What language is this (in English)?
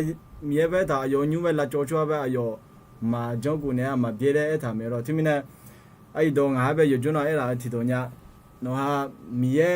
Akha